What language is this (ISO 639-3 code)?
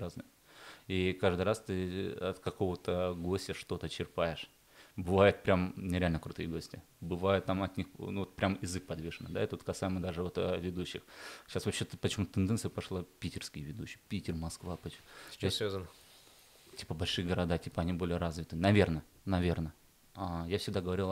rus